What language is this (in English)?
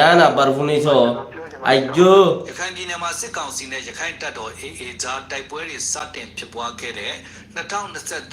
Rohingya